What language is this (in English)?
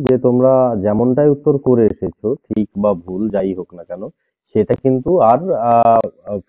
Bangla